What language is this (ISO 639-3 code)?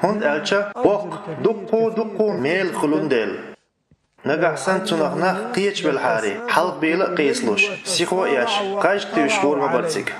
che